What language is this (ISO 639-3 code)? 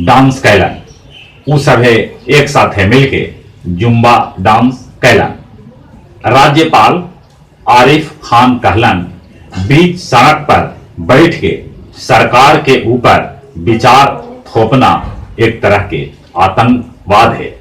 mag